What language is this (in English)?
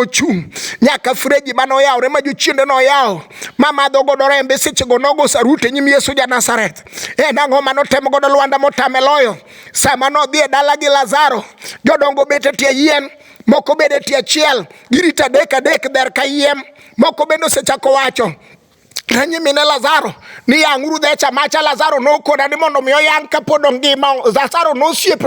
Luo (Kenya and Tanzania)